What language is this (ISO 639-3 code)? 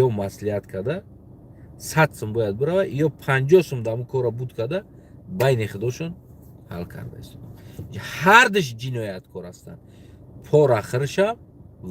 tgk